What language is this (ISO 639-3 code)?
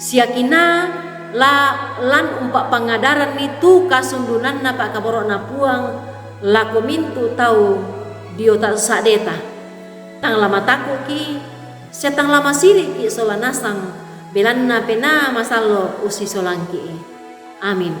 sda